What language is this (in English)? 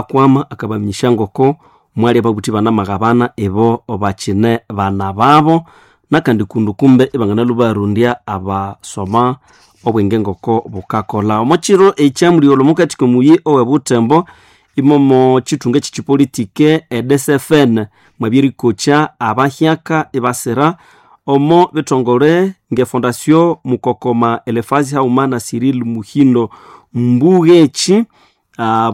Nande